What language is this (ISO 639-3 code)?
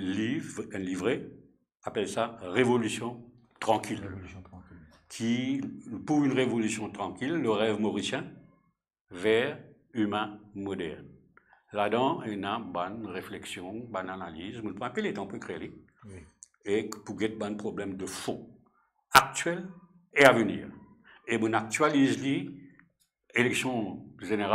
mfe